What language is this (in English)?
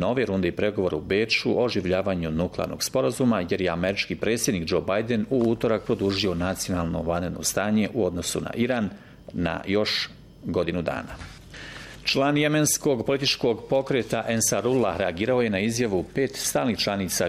Bosnian